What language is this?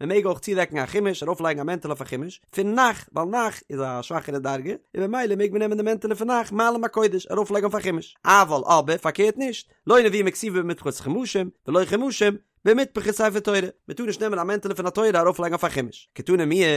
Yiddish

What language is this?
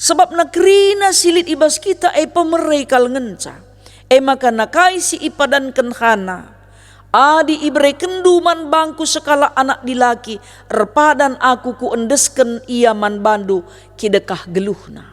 Batak Karo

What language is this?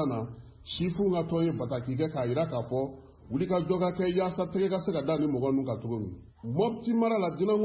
Bambara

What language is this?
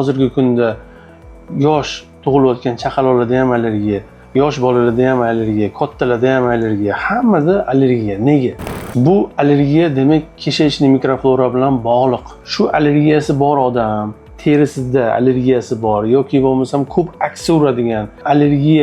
Uzbek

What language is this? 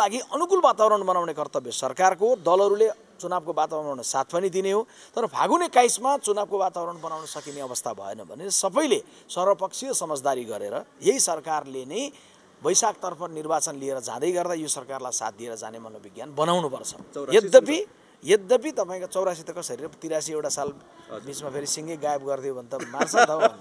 Nepali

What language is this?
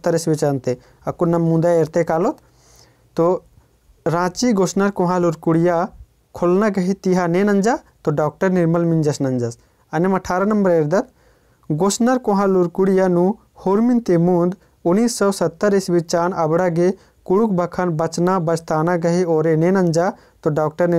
Kurukh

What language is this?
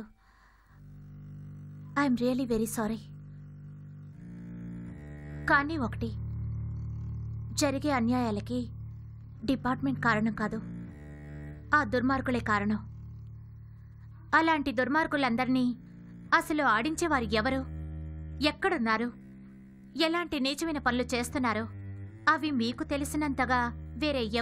Telugu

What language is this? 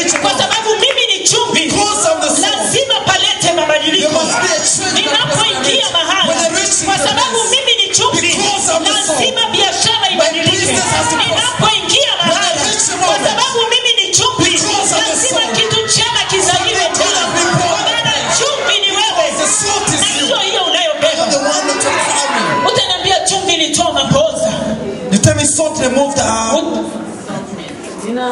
Swahili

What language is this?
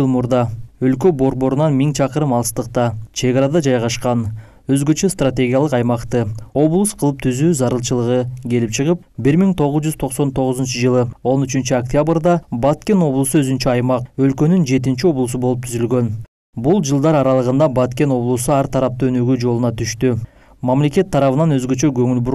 Kyrgyz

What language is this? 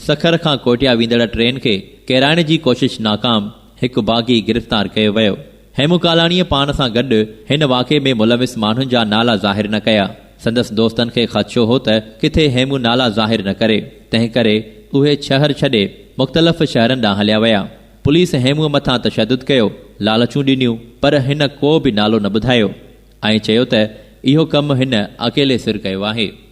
Sindhi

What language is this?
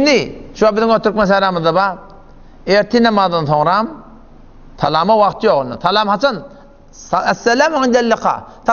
Turkmen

